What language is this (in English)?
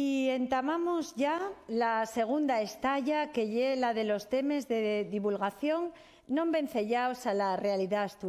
Asturian